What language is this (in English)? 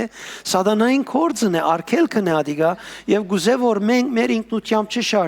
Western Armenian